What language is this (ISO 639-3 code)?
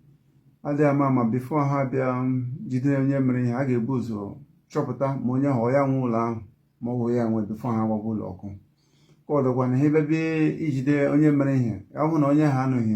ibo